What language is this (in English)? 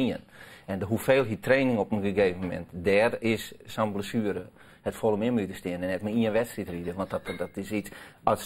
Western Frisian